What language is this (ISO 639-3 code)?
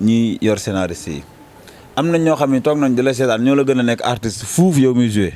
wol